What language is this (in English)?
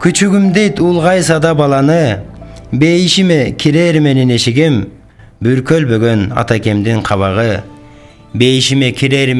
Kyrgyz